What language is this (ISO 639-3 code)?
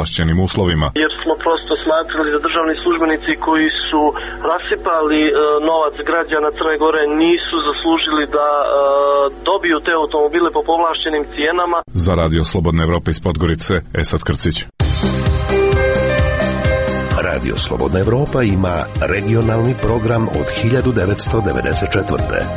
srp